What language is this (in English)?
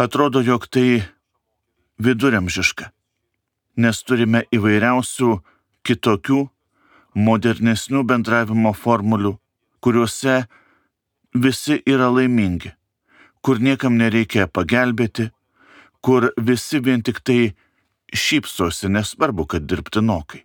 Lithuanian